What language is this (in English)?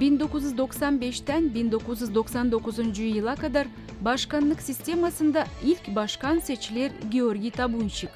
Gagauz